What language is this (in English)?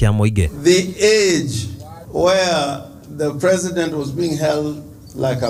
Kikuyu